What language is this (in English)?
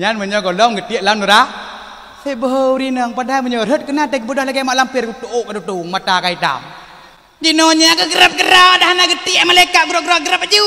Achinese